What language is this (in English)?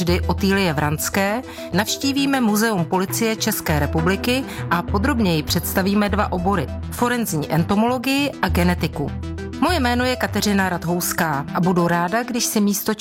Czech